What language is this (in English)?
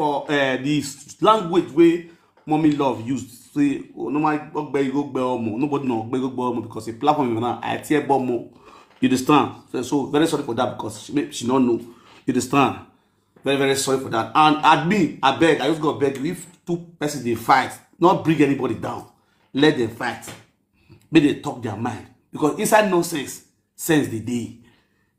Nigerian Pidgin